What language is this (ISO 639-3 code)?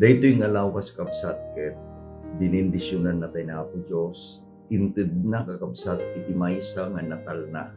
ilo